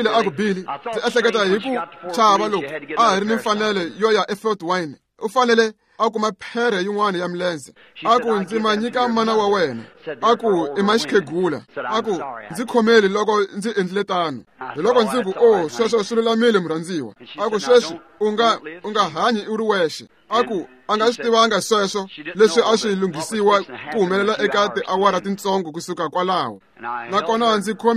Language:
Tsonga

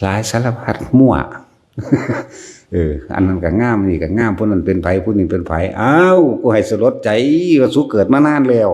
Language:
Lao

